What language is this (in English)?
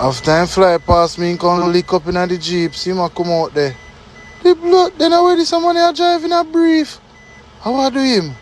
Jamaican Creole English